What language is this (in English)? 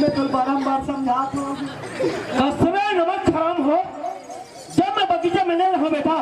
Chhattisgarhi